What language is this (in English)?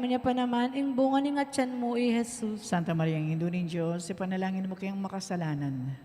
Pampanga